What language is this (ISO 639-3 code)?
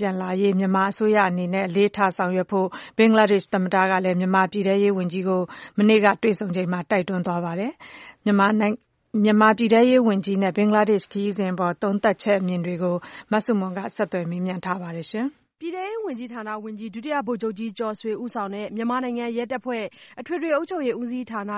mya